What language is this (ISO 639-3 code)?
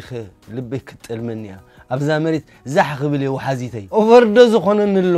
tir